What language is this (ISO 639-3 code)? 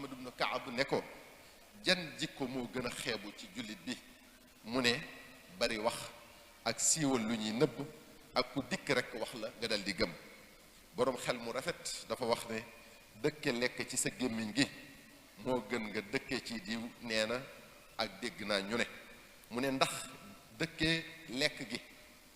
wol